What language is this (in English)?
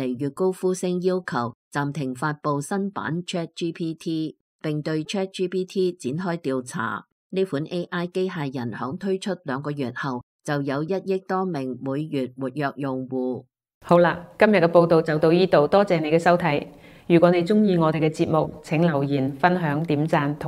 Cantonese